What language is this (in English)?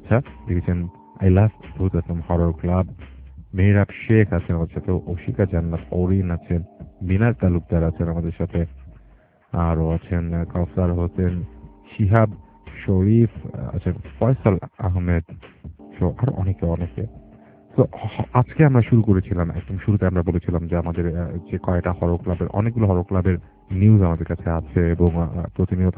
Bangla